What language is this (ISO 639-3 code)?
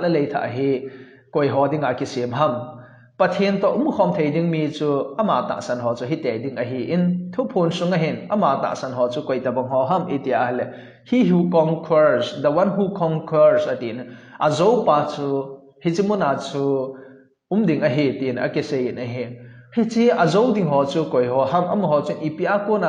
tcz